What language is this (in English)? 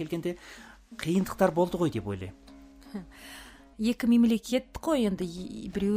Kazakh